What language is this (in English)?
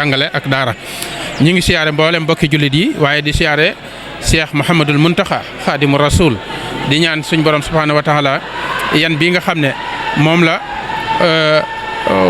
Wolof